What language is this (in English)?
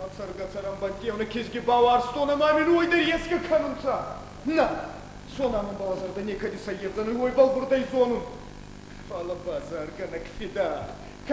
Ossetic